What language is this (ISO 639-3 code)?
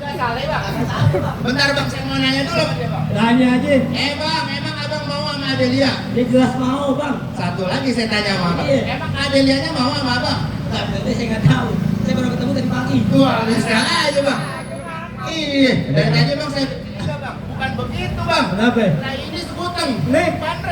bew